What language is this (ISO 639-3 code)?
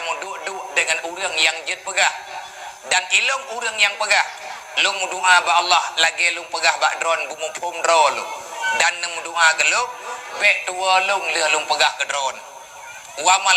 ace